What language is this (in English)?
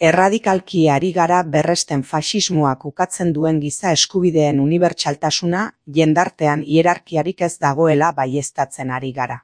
Basque